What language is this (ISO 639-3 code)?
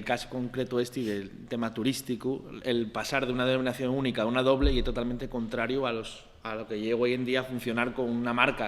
ast